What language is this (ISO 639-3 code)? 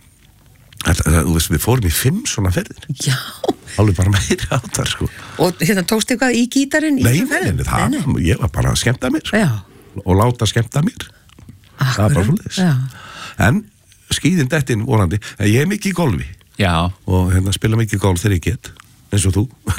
isl